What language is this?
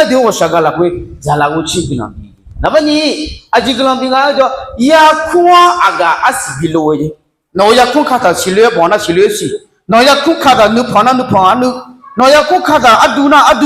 Akha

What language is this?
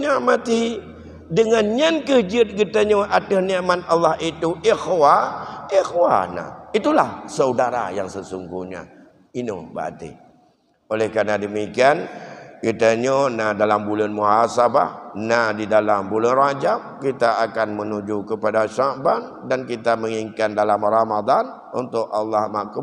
Achinese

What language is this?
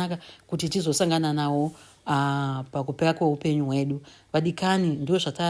Shona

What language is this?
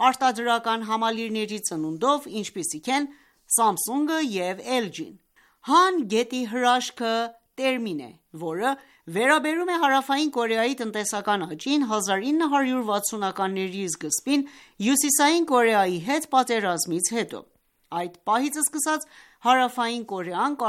Armenian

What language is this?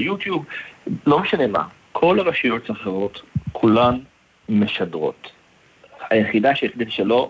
Hebrew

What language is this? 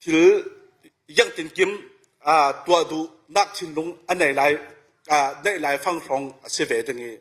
Falam Chin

